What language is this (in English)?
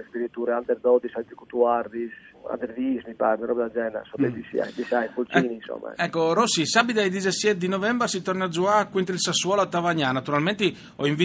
Friulian